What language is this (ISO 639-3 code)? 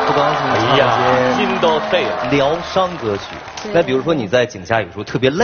zho